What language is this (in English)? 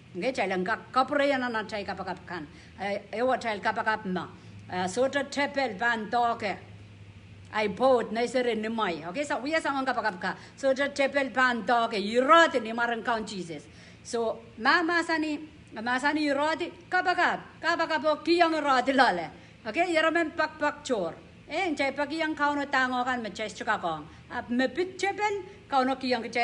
Pohnpeian